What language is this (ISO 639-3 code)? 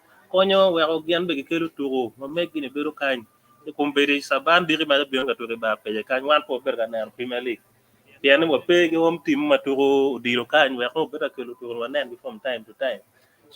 ach